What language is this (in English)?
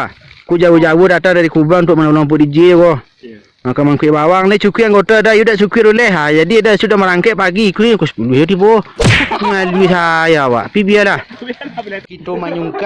Minangkabau